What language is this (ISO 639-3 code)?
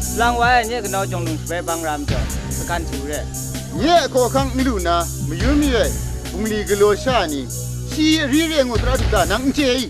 kac